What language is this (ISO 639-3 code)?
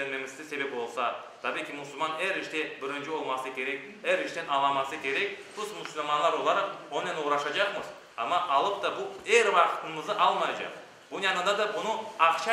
crh